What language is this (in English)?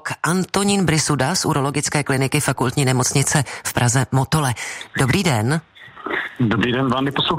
Czech